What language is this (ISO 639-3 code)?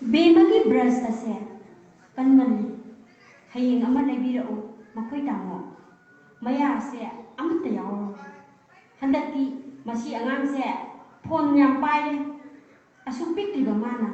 mni